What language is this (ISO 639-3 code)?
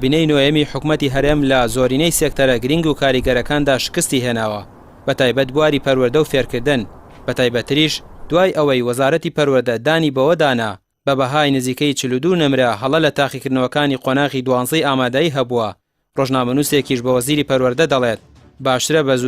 ckb